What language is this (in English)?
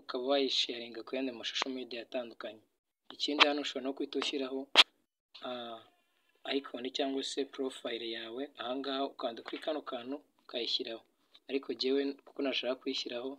Kinyarwanda